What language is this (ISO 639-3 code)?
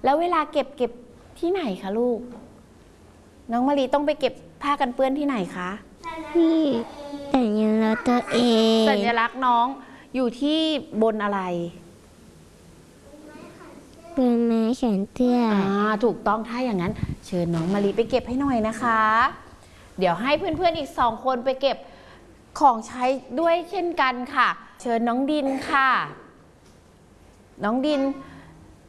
tha